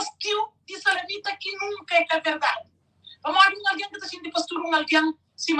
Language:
Kabuverdianu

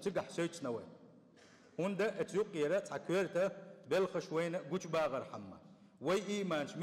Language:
Chechen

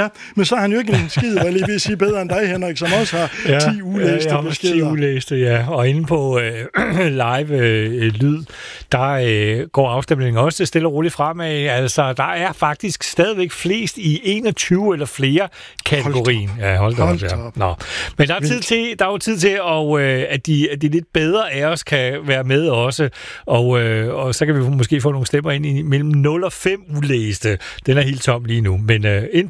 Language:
Danish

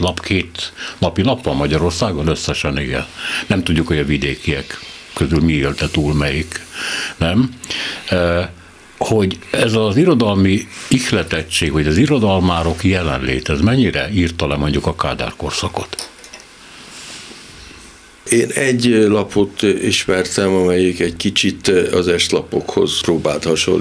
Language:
Hungarian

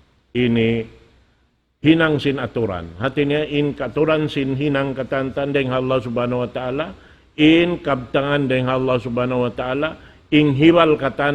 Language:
Tausug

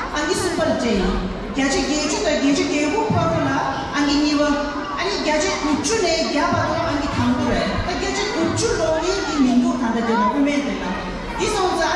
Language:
Tibetan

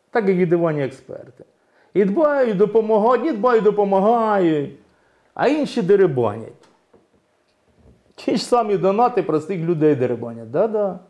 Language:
Ukrainian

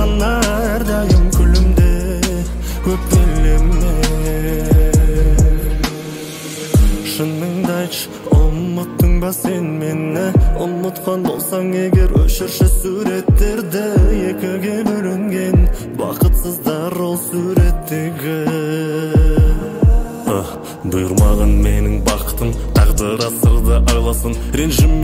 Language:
Kazakh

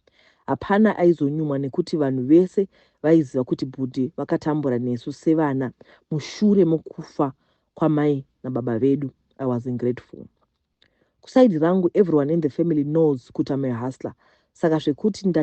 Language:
Shona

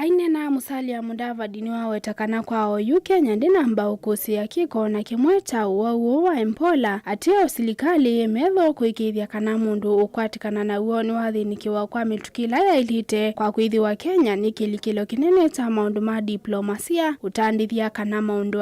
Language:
Kamba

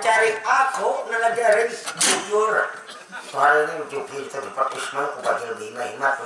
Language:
Banjar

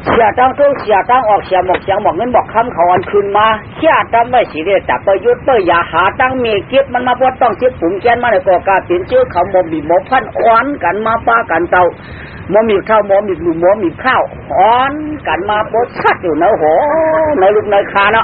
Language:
Shan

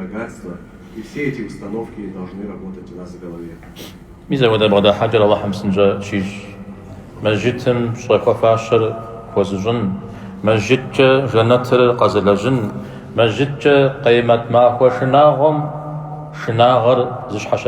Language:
Kabardian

